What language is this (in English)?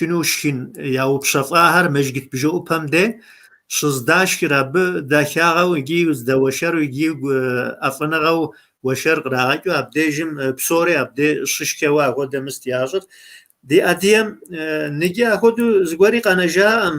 Kabardian